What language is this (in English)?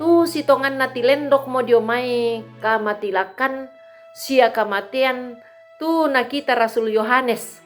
Toraja-Sa'dan